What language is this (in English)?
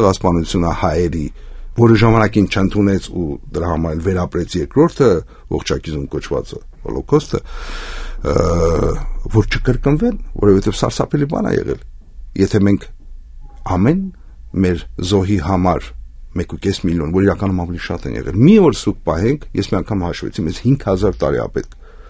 Armenian